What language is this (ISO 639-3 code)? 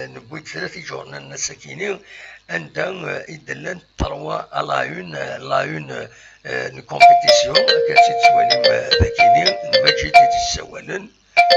kab